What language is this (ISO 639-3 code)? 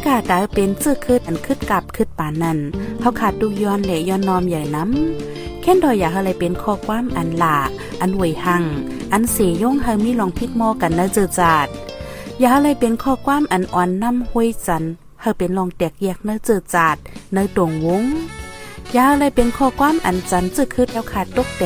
shn